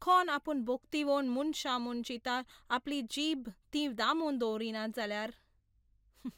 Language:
Konkani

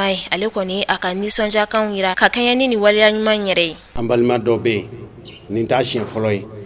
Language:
Bambara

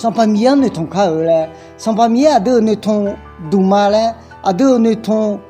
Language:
Akha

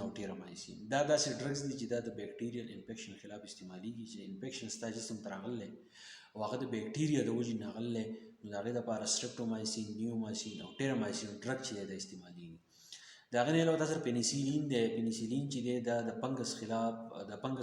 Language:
Pashto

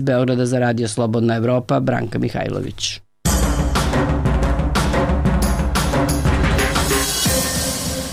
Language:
Serbian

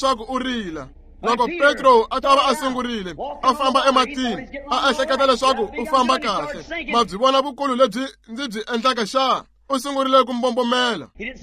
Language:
Tsonga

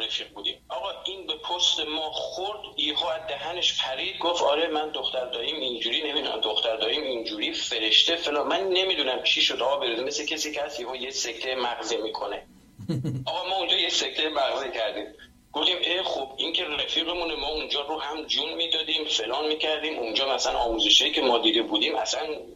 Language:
Persian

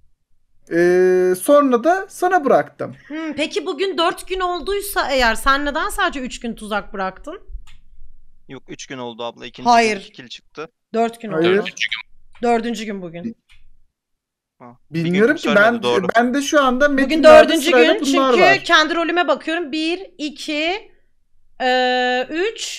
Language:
Turkish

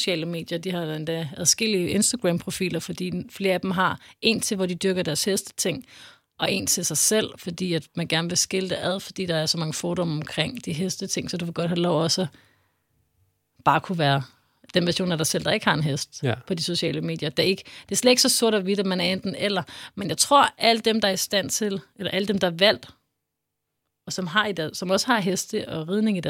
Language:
Danish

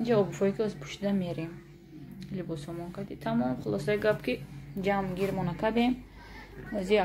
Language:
Tajik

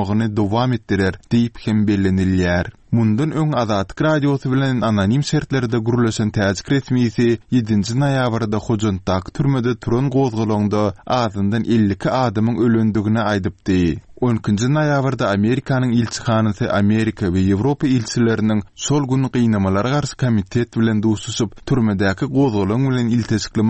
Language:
Turkmen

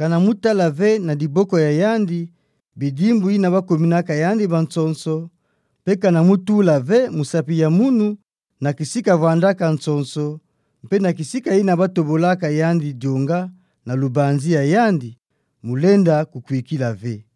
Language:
Kituba (Democratic Republic of Congo)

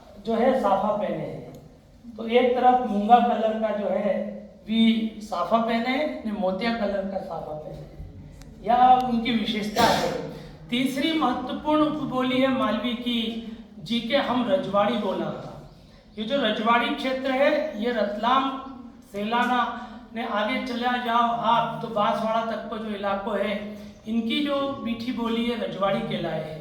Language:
Rajasthani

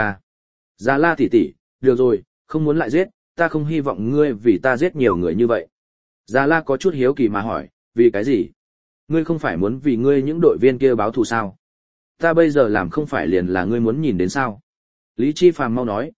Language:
Vietnamese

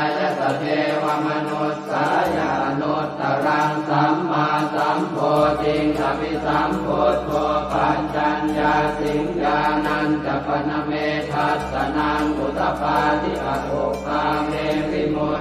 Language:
Pali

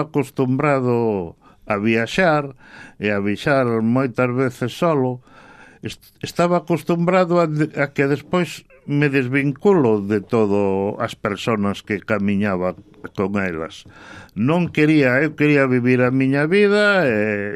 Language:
Galician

